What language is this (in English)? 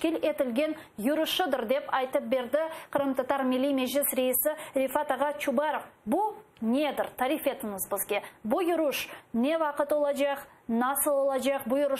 Crimean Tatar